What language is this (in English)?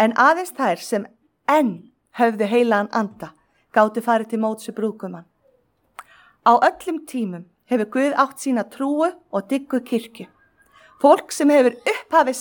Icelandic